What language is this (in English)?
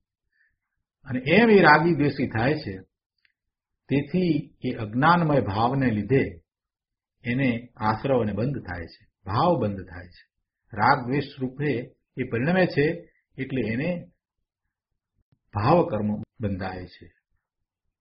Gujarati